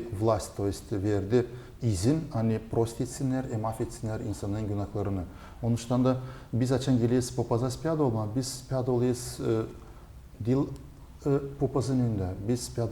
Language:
Gagauz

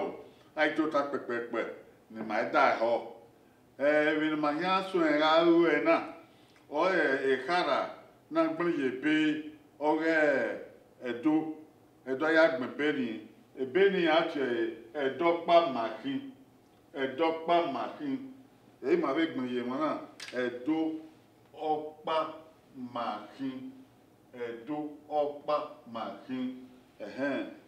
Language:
Bini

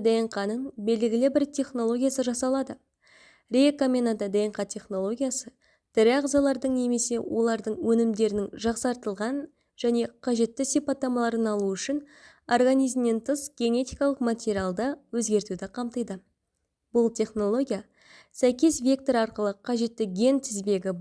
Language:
Kazakh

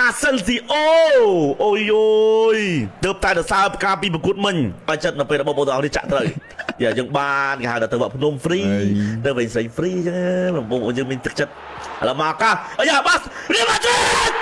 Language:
Khmer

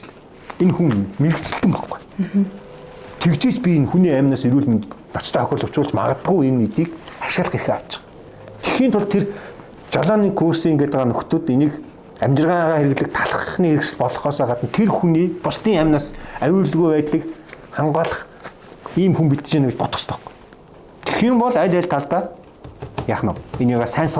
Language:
Mongolian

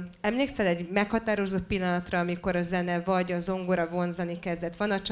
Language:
Hungarian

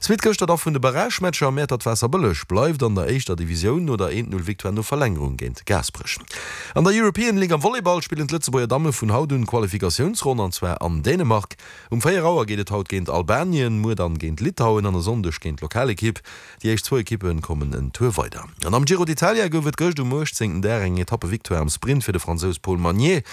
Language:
Luxembourgish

